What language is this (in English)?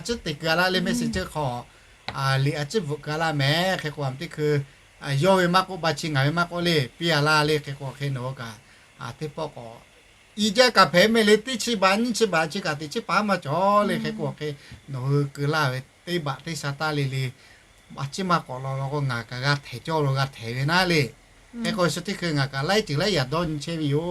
Lahu